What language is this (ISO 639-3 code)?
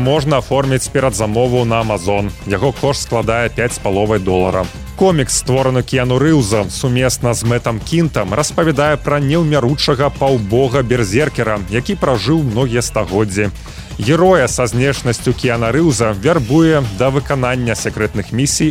bel